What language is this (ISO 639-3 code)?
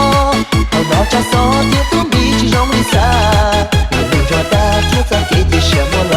hmn